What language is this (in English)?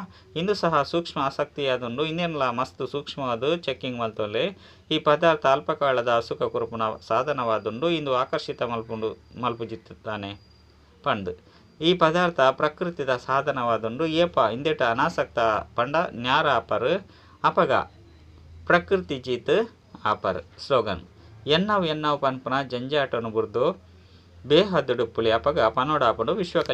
Tulu